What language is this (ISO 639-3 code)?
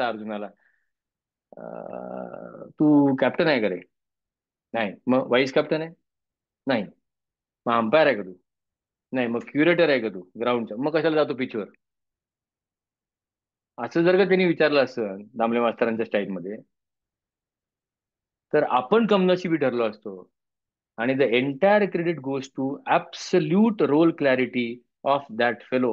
mar